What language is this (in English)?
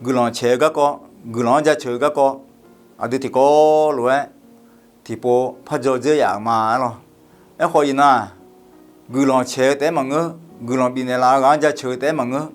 Akha